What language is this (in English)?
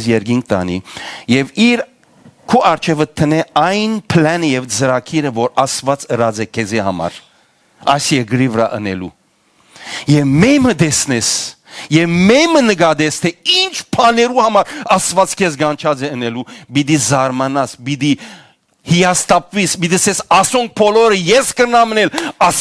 Western Armenian